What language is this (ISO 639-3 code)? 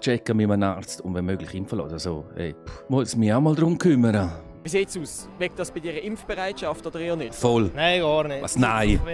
gsw